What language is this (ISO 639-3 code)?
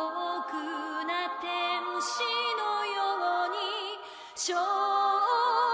jpn